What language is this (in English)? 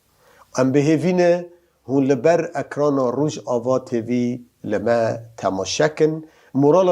Kurdish